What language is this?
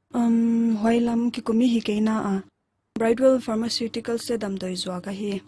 Paite Chin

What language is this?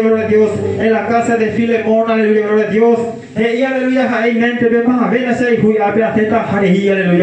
Guarani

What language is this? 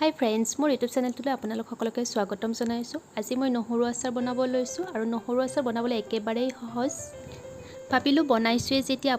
Assamese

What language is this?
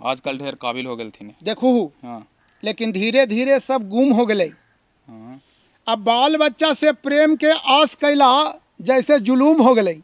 Magahi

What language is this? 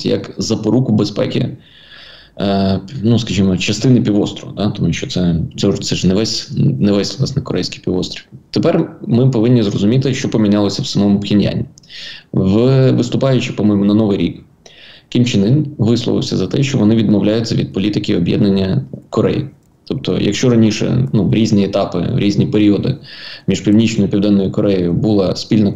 Ukrainian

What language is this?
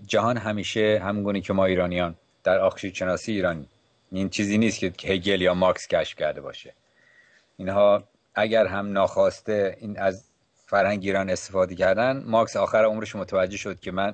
Persian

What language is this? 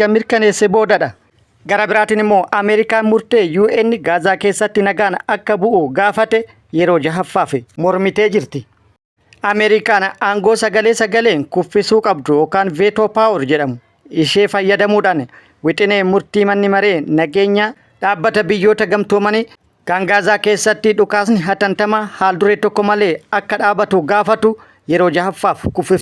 Oromo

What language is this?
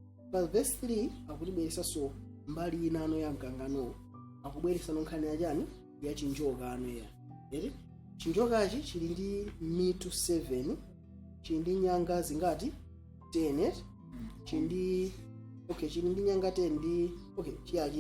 Nyanja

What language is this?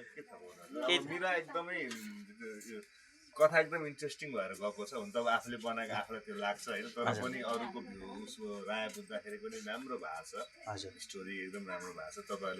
Nepali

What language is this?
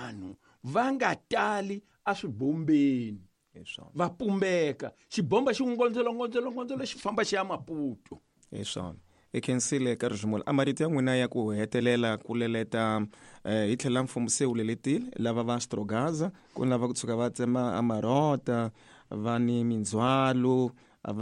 Tsonga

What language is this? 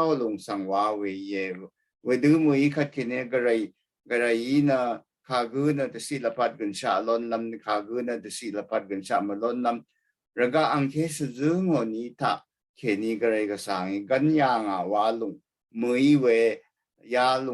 Rawang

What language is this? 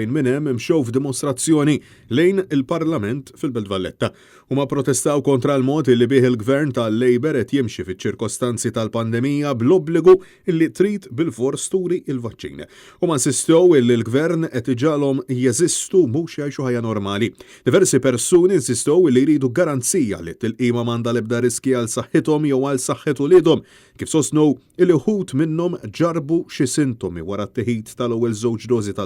Maltese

